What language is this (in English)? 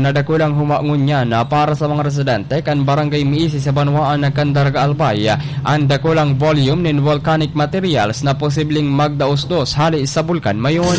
Bikol